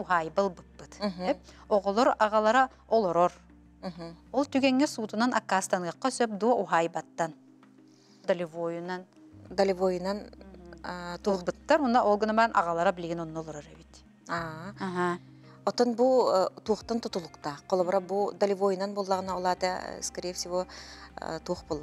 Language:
Yakut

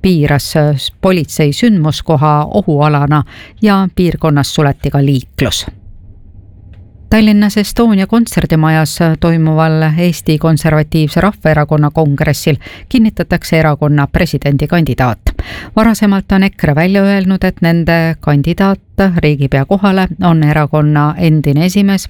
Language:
Estonian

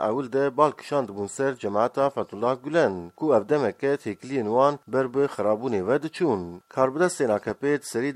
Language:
Kurdish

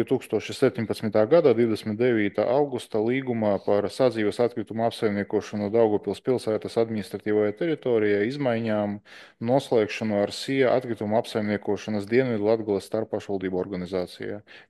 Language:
Latvian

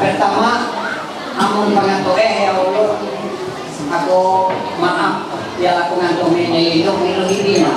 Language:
Ma'anyan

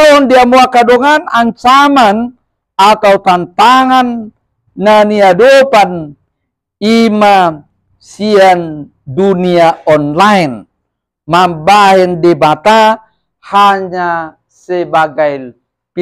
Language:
Batak Toba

